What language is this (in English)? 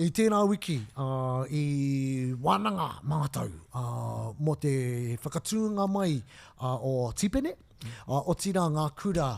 Māori